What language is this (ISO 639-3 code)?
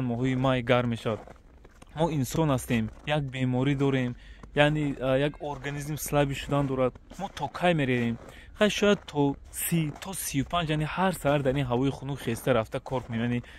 tgk